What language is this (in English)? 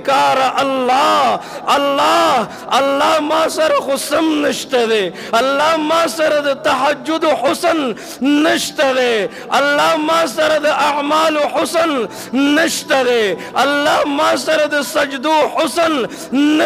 Pashto